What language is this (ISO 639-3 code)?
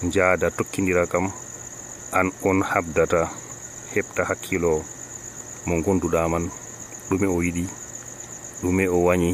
fuv